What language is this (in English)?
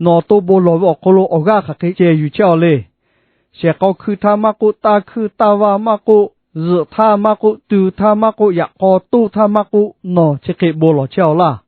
Lahu